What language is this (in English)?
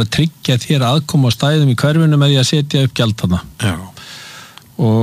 Icelandic